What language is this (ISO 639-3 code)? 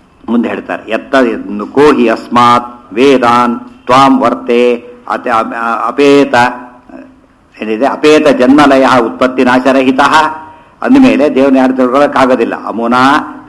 kan